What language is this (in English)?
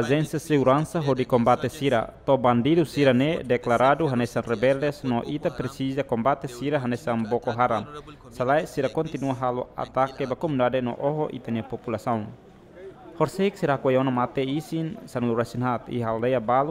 Tetum